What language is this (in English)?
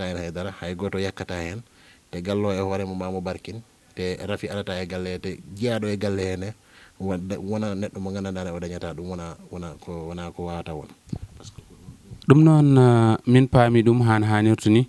Fula